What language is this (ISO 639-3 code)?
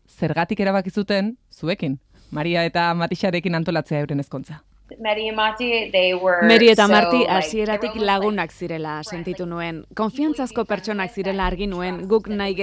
eus